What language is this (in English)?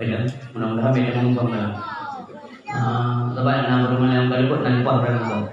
Achinese